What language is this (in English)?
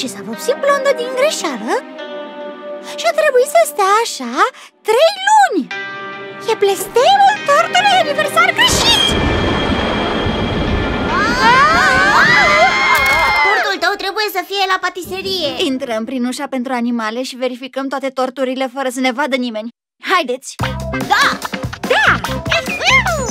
Romanian